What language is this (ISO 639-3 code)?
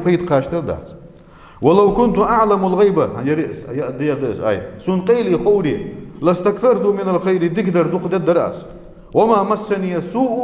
inh